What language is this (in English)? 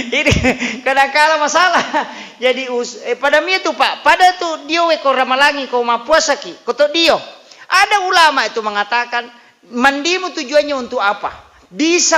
Buginese